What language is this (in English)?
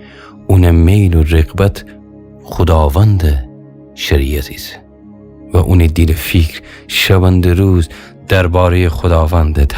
Gilaki